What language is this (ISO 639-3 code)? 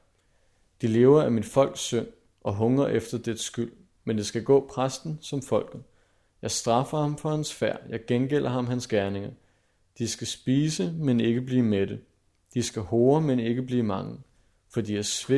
dan